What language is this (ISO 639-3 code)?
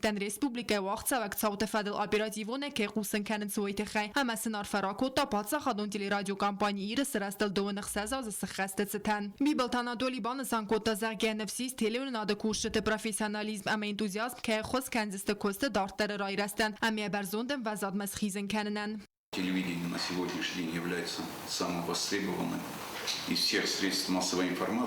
oss